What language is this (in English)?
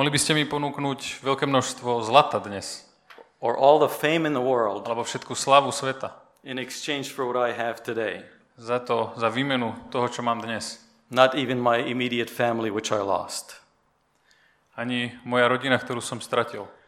Slovak